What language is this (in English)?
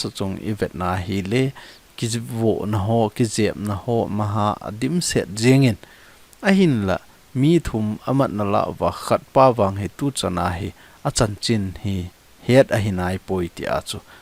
Thado Chin